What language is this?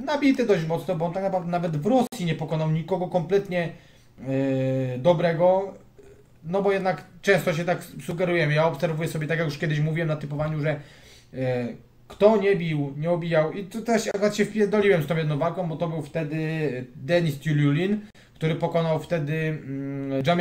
Polish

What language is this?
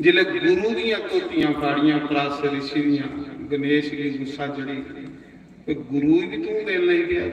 Dogri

